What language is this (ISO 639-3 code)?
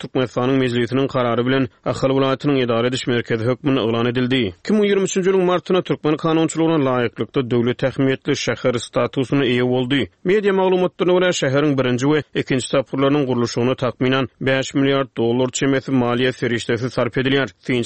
tuk